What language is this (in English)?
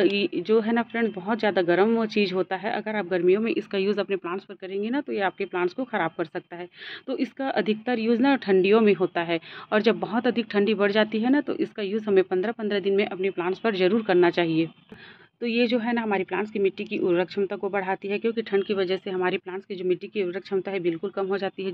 Hindi